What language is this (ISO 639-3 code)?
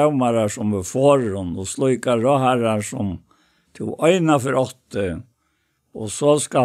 fao